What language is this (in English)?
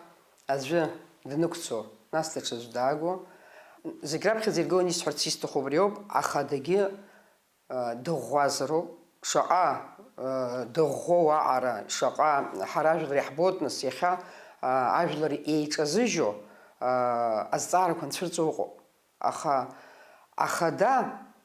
Abkhazian